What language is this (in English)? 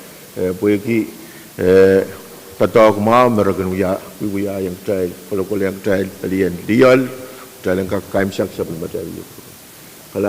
Pohnpeian